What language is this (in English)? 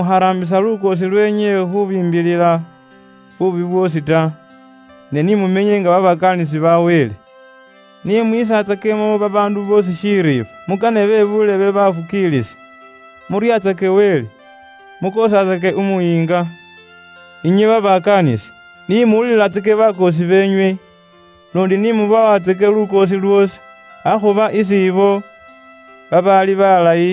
Luyia